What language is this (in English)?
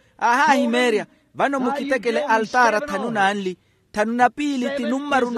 Makhuwa